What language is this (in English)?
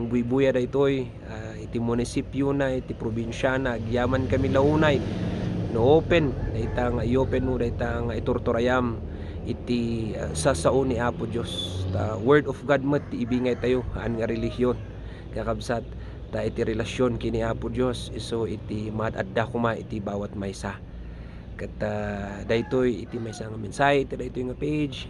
Iloko